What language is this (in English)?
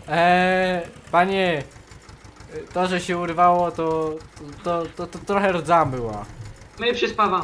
Polish